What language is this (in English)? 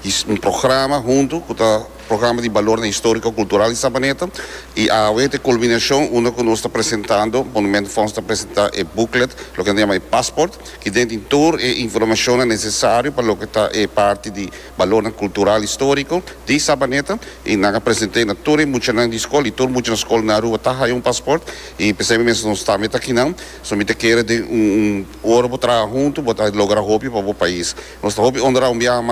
Papiamento